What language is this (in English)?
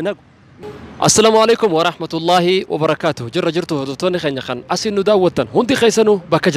Oromo